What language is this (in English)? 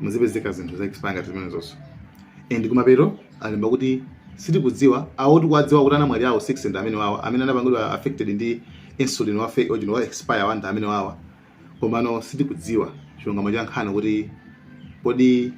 Nyanja